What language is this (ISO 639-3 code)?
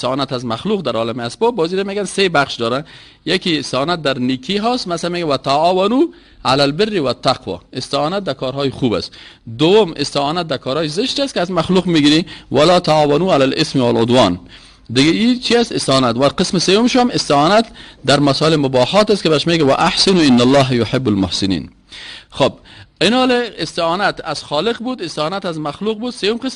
fas